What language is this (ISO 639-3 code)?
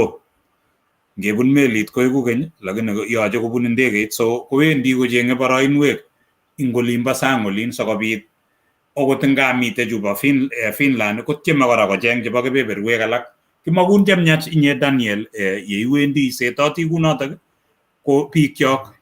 kln